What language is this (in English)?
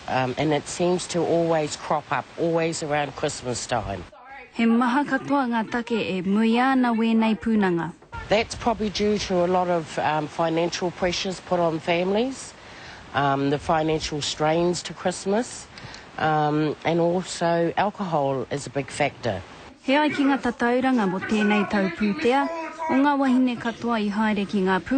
Māori